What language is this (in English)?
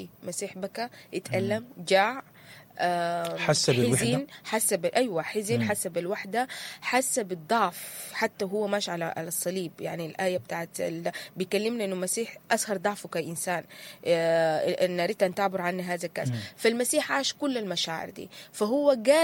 Sudanese Arabic